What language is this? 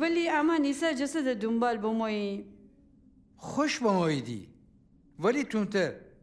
Gilaki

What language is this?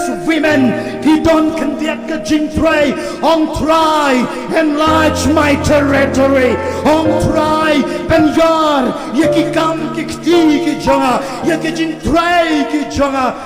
Khasi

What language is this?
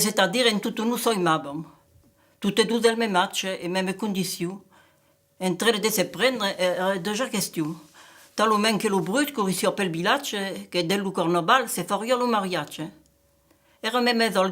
Occitan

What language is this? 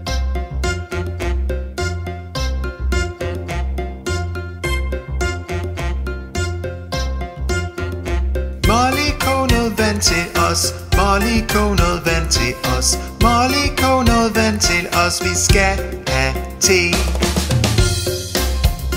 Danish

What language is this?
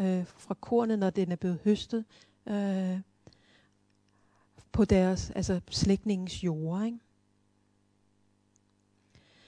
Danish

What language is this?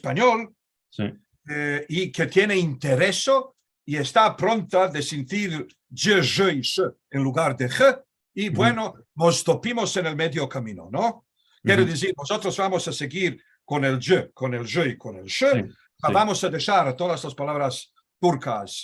Ladino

